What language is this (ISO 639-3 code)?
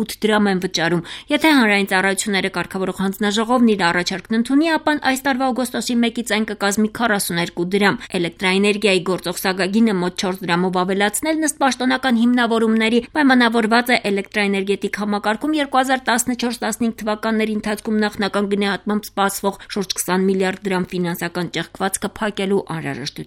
hye